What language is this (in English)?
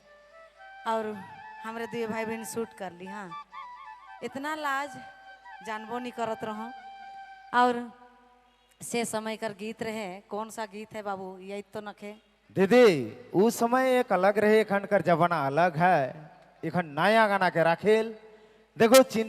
Sadri